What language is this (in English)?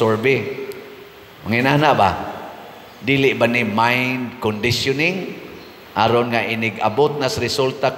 Cebuano